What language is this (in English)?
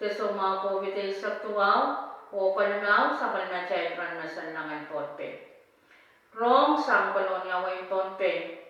Pohnpeian